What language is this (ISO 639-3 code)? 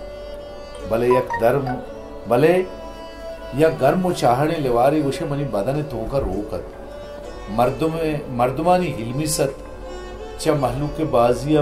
bal